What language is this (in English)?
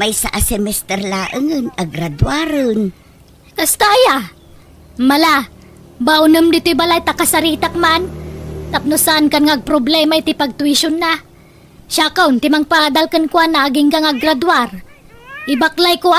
Iloko